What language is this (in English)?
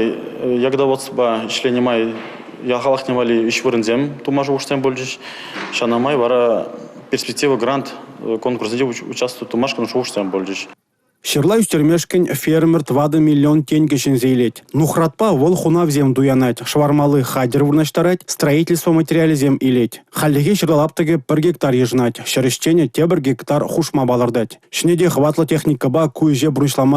Chuvash